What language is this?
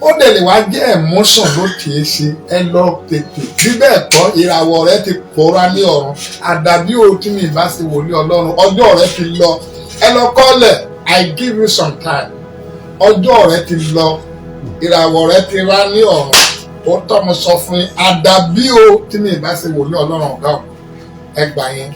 Yoruba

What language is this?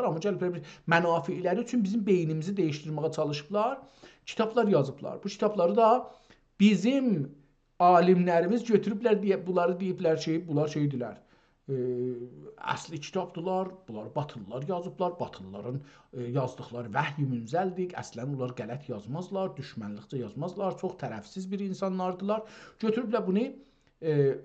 South Azerbaijani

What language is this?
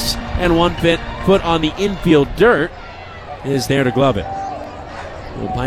English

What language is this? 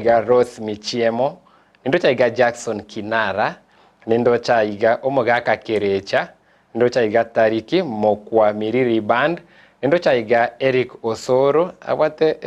Gusii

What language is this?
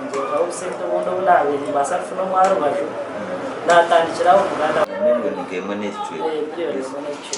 Nyankole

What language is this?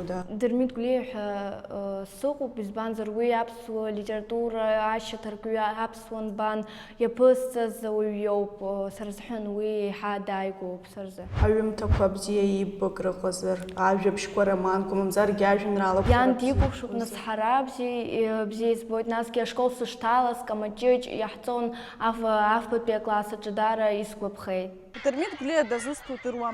Abkhazian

